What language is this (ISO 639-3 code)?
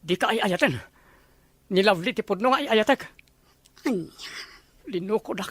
ilo